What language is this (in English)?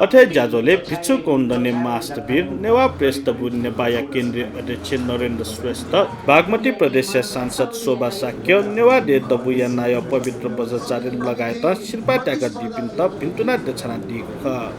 Newari